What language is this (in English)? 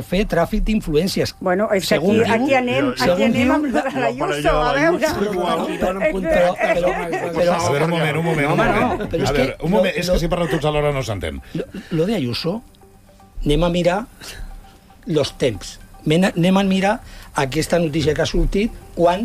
Catalan